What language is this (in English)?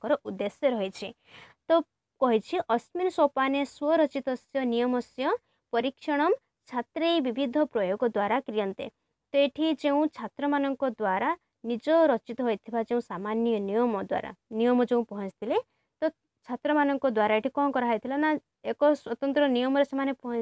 Odia